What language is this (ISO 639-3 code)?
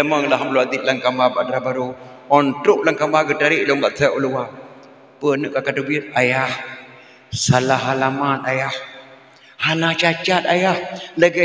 ace